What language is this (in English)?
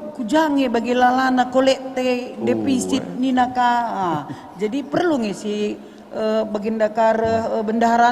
Batak Karo